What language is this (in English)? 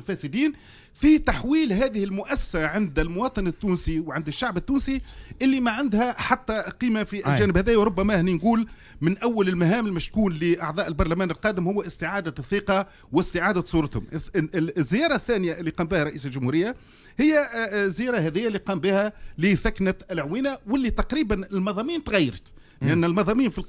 Tunisian Arabic